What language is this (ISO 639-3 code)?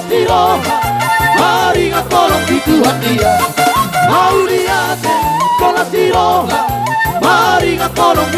bbc